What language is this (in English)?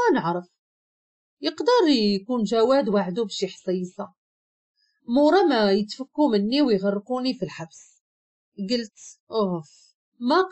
Moroccan Arabic